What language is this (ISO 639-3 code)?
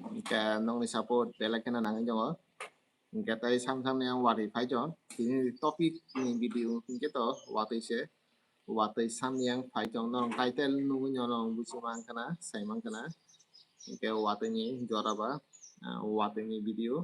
trp